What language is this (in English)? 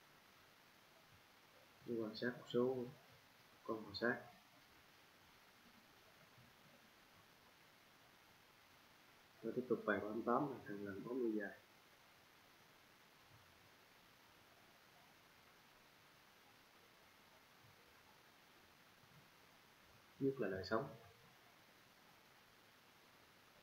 Vietnamese